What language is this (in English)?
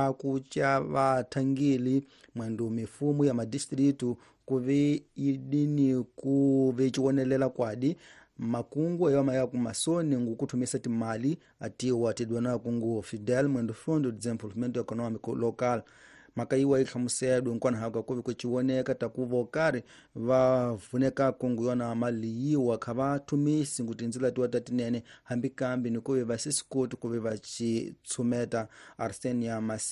Tsonga